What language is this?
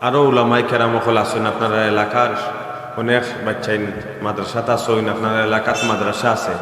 Sylheti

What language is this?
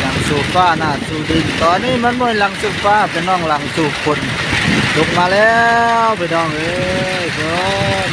Northeastern Thai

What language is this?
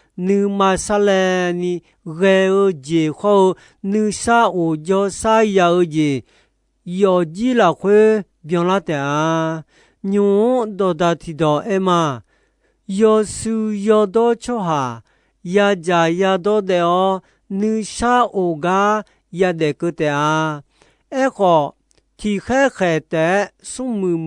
Akha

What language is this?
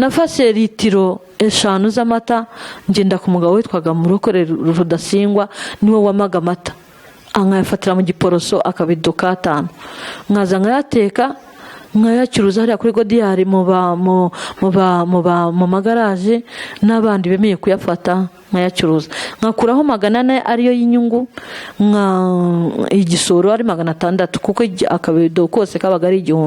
Kinyarwanda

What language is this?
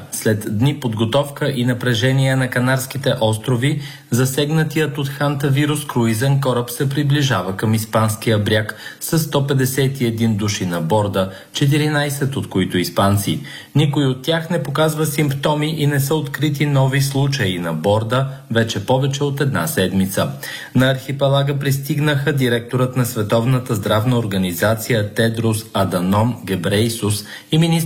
Bulgarian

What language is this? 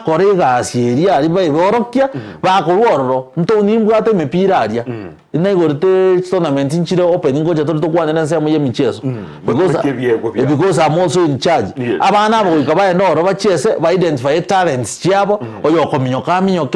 Gusii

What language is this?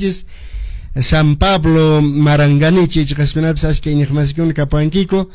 Quechua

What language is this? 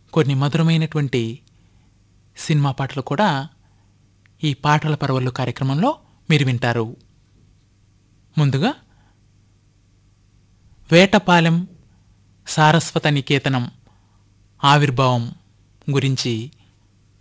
Telugu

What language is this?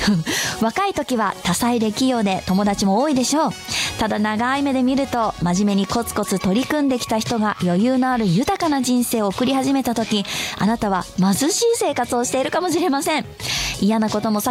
Japanese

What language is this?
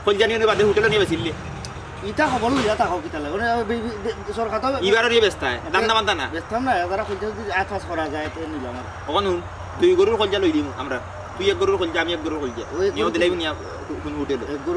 Sylheti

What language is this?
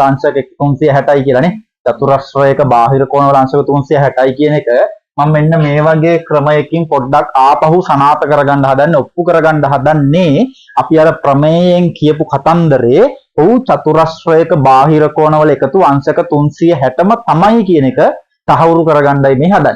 Sinhala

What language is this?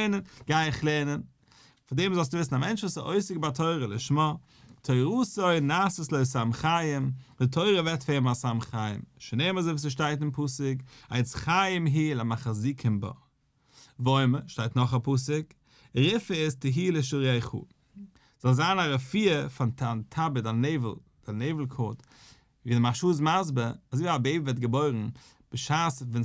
Yiddish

